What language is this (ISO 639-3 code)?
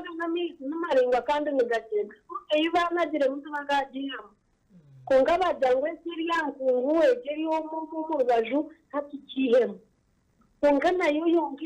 nyn